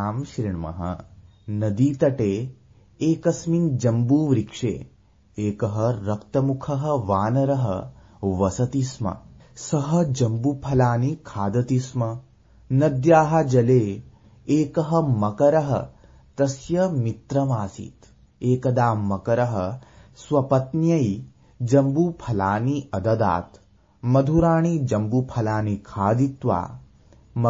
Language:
Sanskrit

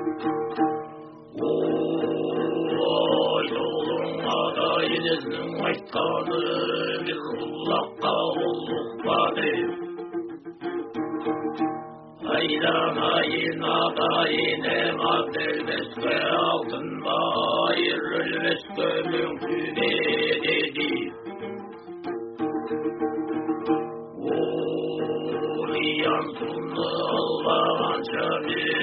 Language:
Kazakh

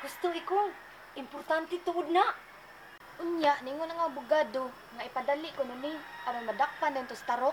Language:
Cebuano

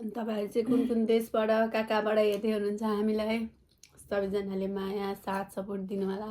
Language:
Nepali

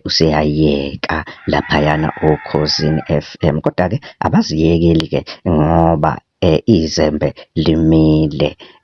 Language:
Zulu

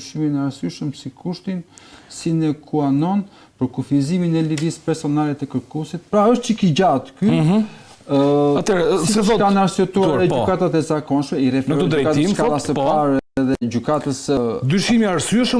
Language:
Albanian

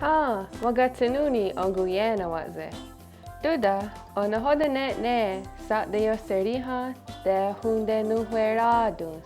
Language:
Mohawk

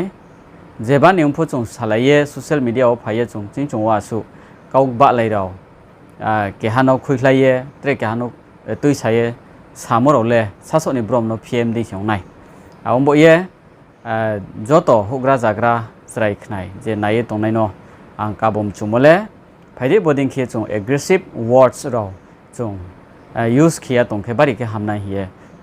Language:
Riang (India)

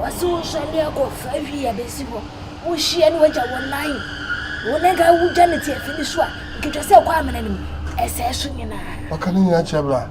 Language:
Akan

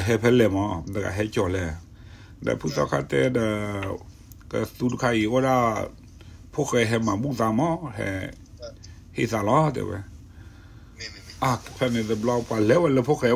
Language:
S'gaw Karen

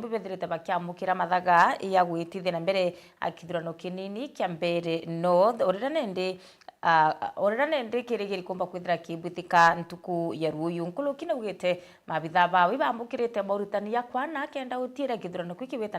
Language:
Meru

